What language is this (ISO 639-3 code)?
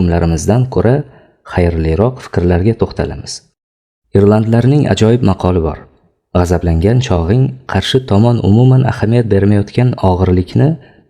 uzb